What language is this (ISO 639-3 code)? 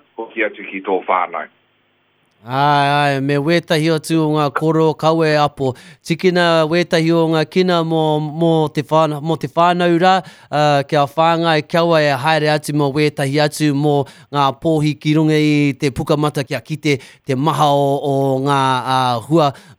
mri